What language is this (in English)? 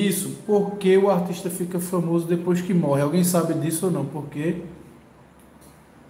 Portuguese